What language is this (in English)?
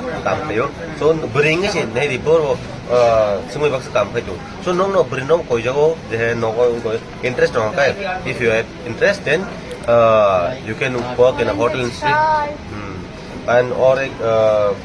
Kok Borok